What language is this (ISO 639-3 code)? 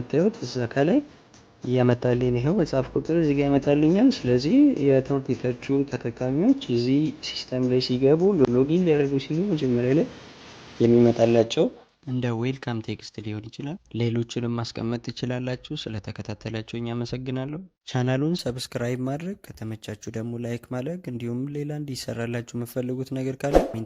amh